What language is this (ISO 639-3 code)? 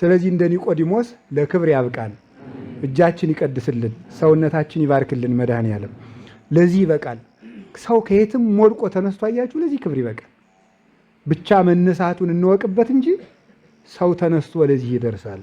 amh